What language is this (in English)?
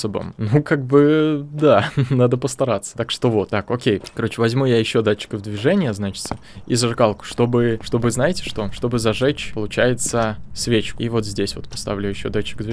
Russian